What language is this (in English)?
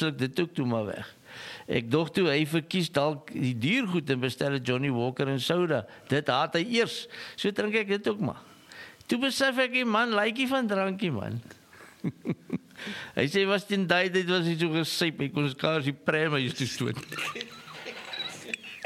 Afrikaans